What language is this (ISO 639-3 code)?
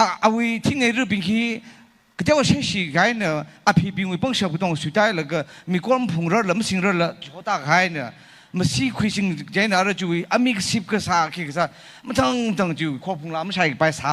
nmf